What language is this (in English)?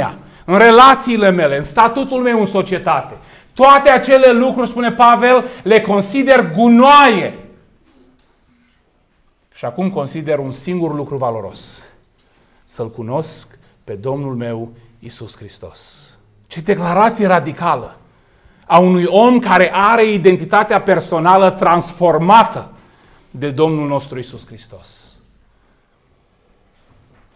Romanian